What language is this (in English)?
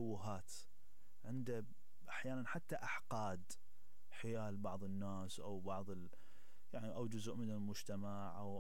Mesopotamian Arabic